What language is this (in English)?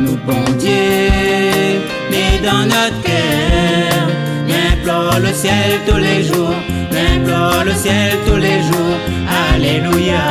Réunion Creole French